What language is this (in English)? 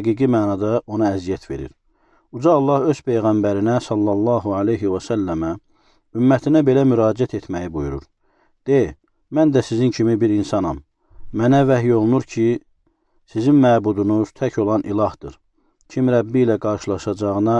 Azerbaijani